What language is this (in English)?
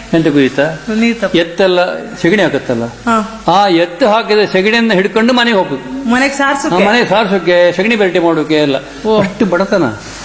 Kannada